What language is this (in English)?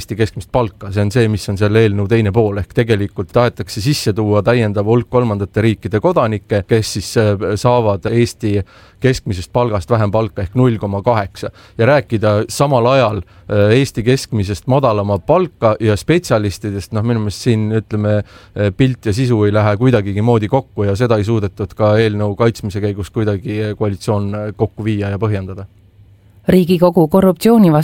Estonian